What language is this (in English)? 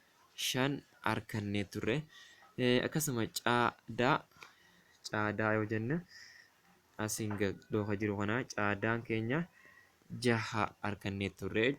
Oromo